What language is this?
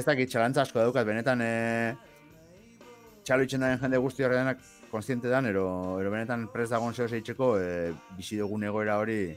Basque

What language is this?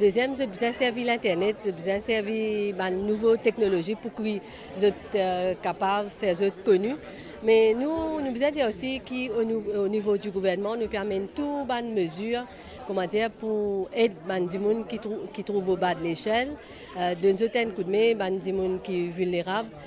Morisyen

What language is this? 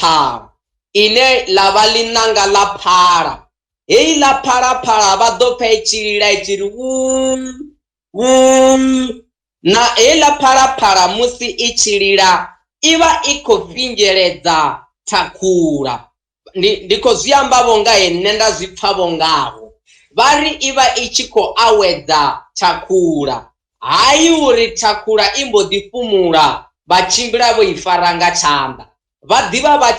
Venda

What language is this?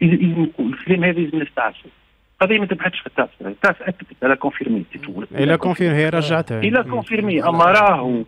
Tunisian Arabic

